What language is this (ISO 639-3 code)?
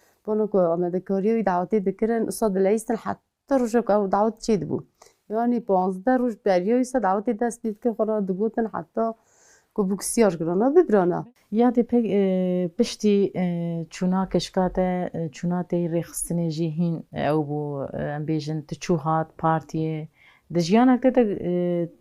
kur